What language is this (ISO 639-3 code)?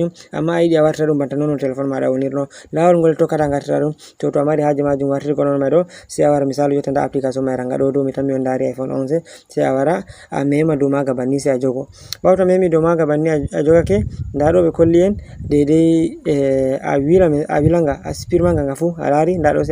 ful